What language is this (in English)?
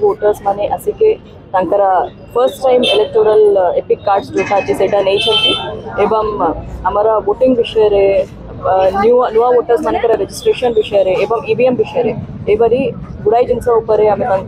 Odia